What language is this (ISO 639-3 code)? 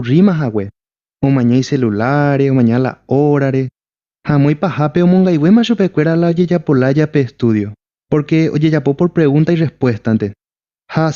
grn